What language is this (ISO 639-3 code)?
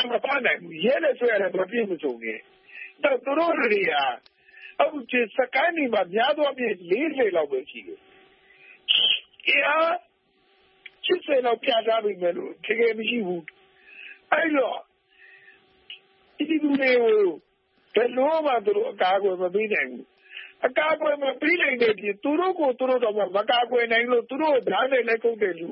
mya